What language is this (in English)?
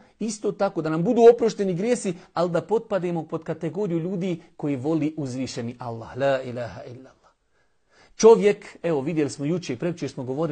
Bosnian